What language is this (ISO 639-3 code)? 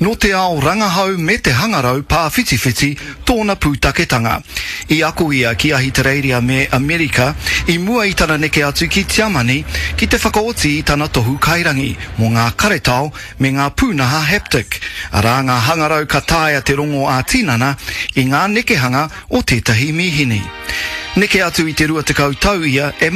mri